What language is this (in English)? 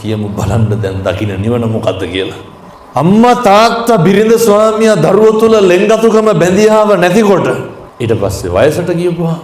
Sinhala